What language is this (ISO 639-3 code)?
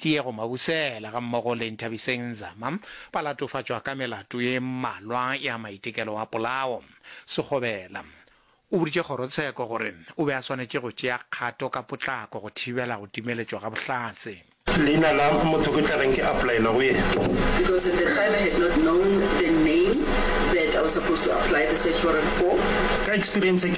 nso